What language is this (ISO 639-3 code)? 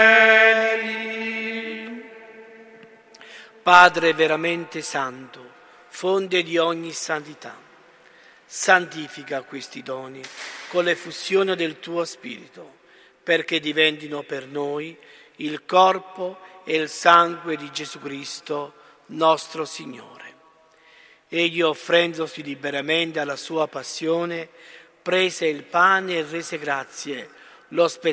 ita